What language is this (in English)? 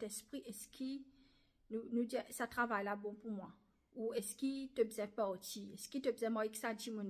Morisyen